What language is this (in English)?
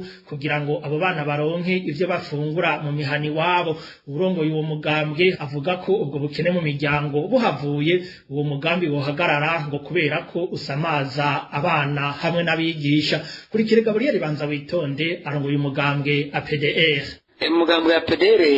Rundi